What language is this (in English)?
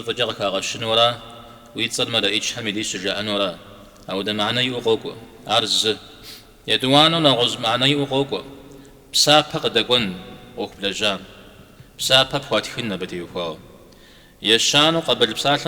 Kabardian